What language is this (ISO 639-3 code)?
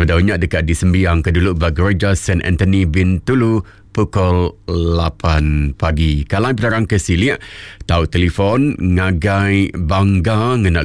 iba